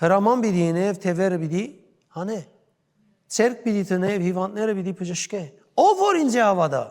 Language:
Western Armenian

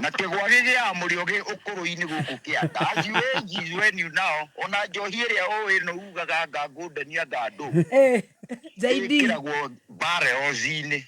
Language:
Kikuyu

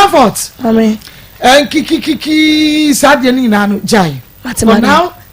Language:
Akan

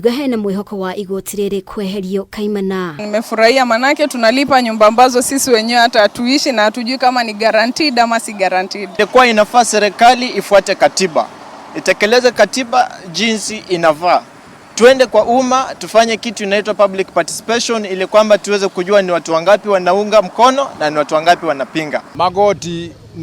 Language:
Kikuyu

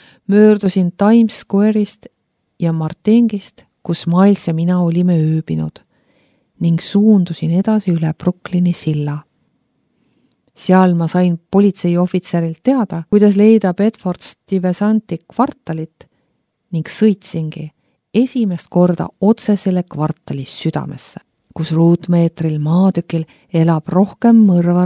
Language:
Estonian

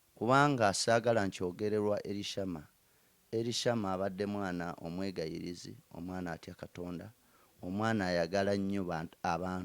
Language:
Ganda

